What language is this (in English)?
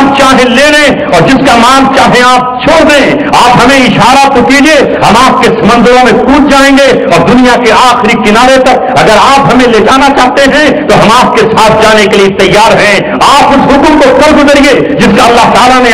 Urdu